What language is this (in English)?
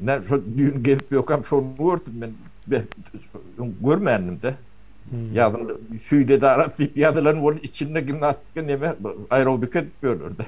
Turkmen